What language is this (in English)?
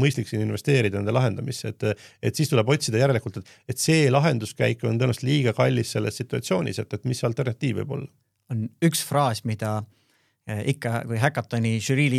Estonian